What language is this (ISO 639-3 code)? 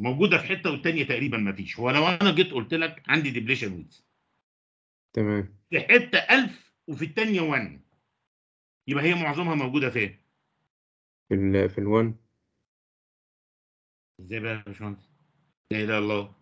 arz